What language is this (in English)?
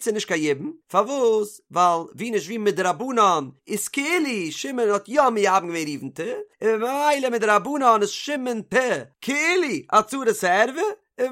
Yiddish